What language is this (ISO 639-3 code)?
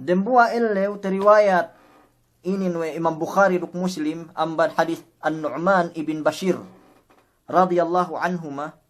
yka